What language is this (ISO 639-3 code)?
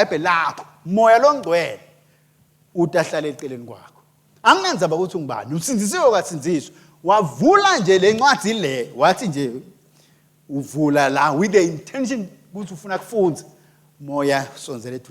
ssw